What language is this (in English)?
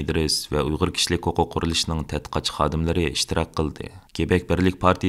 Uyghur